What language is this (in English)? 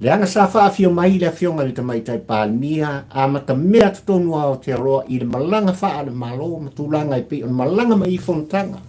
Samoan